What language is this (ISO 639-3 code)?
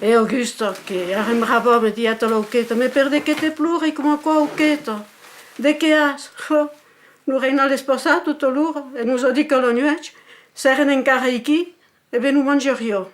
oci